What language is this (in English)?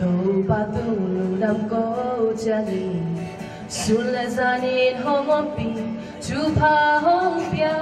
Tedim Chin